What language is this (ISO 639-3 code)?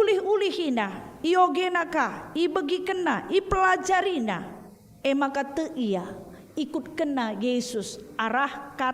btx